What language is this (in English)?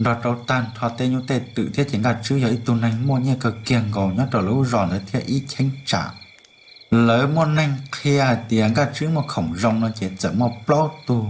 Hmong